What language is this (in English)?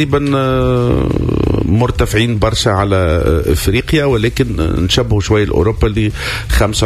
Tunisian Arabic